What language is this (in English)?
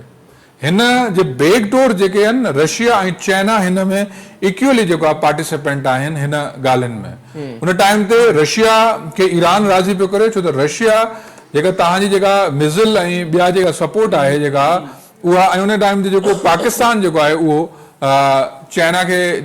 Sindhi